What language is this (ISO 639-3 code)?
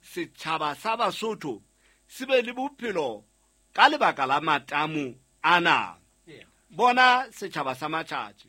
sot